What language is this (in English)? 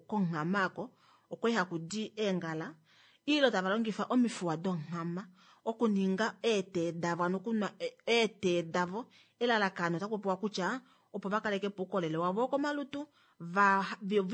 Kuanyama